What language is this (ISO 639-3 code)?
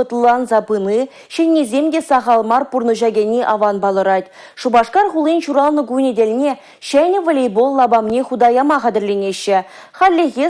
chv